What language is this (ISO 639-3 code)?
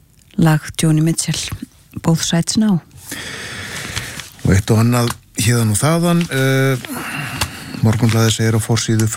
isl